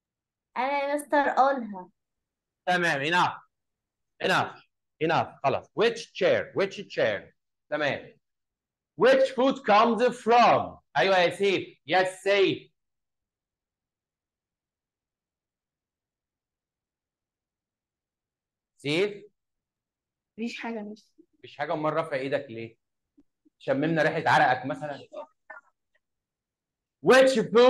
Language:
Egyptian Arabic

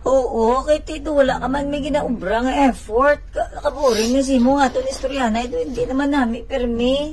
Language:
Hiligaynon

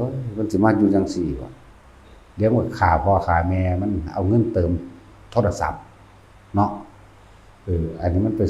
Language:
Northeastern Thai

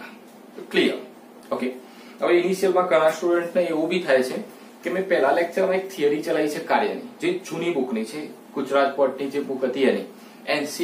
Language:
Gujarati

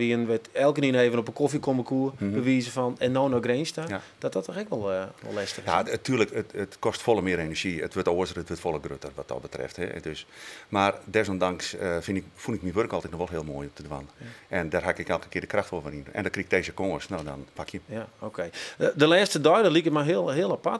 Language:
Western Frisian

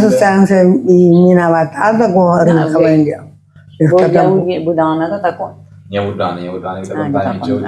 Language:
Kabuverdianu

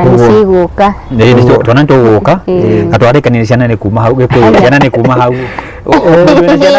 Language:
Kikuyu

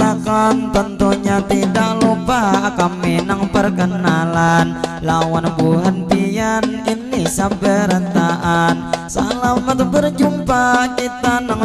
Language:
Banjar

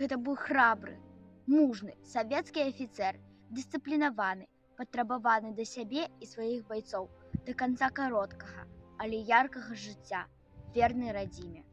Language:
Belarusian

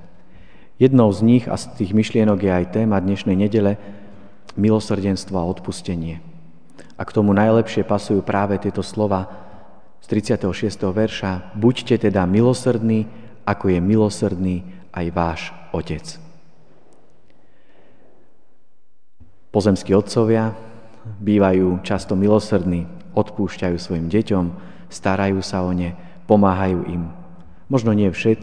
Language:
Slovak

